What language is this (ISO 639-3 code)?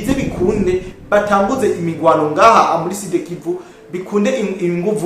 run